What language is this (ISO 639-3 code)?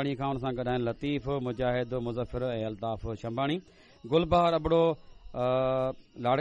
snd